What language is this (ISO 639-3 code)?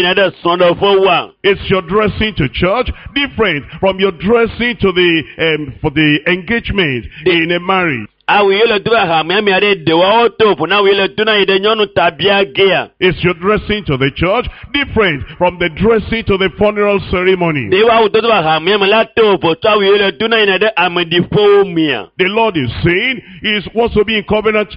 ewe